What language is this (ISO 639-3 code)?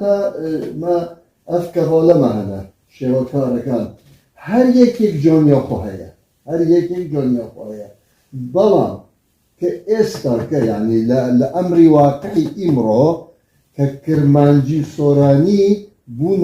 kur